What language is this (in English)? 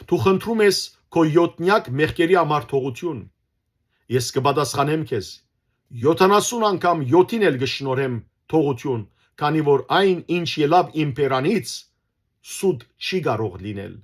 Western Armenian